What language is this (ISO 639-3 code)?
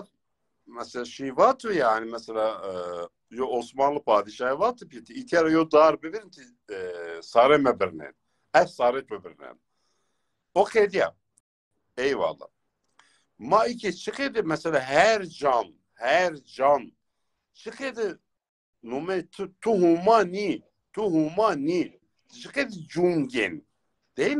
zza